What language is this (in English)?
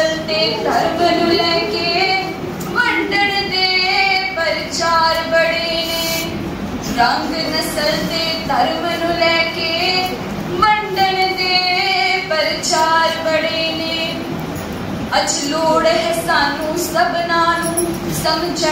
Punjabi